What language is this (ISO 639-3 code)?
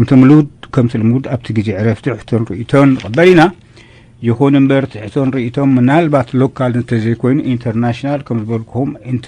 tir